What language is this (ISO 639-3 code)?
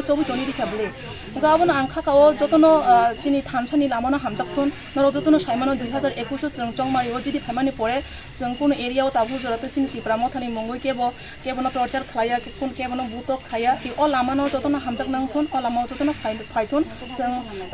trp